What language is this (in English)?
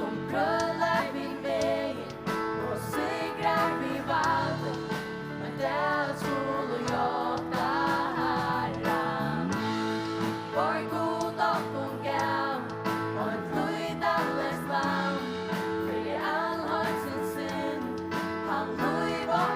Faroese